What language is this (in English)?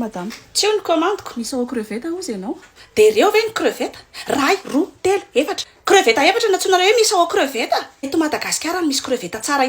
Malagasy